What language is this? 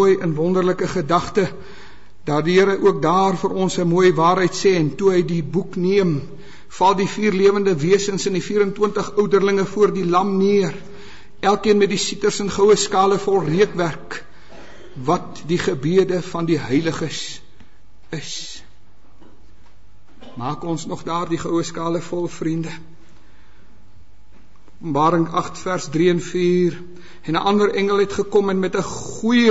Afrikaans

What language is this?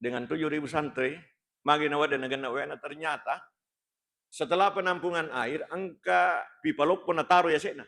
Buginese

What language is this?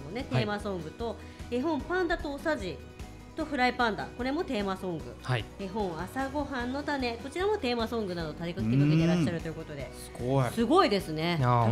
Japanese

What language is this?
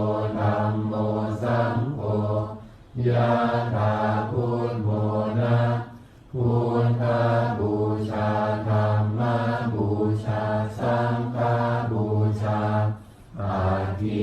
Pali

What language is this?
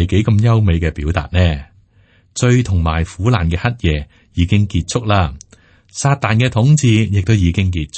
Cantonese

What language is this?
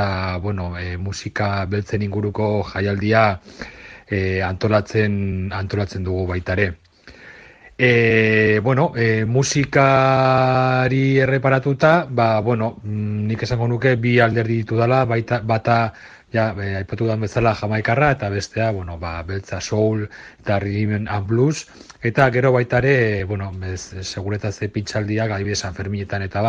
Basque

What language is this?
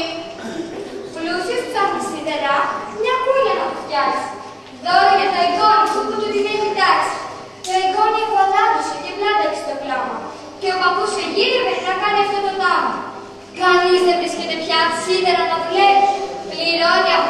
Greek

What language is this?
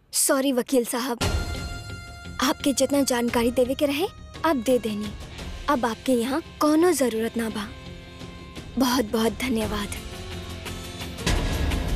Bhojpuri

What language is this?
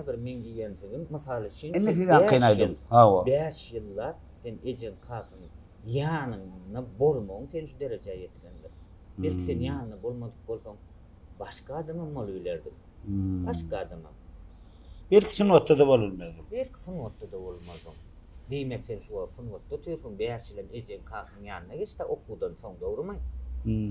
Turkmen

